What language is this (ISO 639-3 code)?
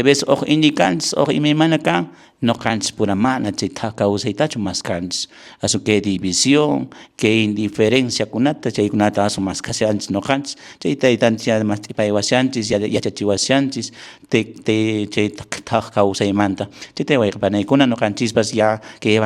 que